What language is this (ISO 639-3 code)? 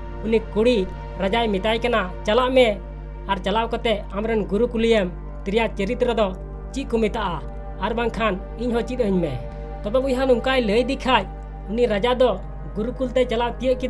sat